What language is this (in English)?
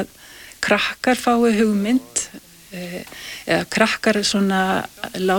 Icelandic